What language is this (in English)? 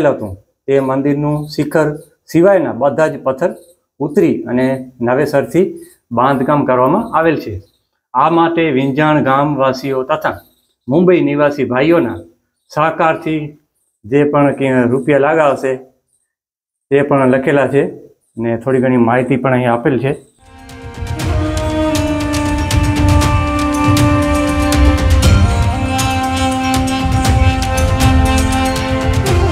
Gujarati